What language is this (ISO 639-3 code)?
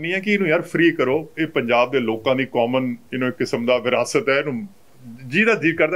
pan